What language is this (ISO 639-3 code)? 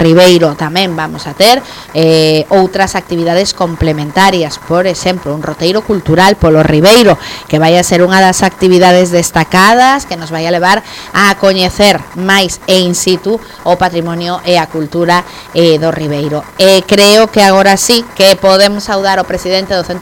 glg